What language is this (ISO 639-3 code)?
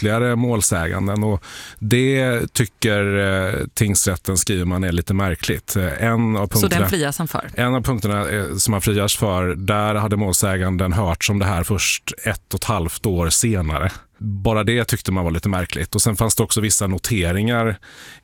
swe